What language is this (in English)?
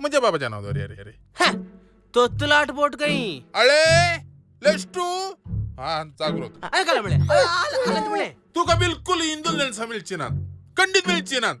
Konkani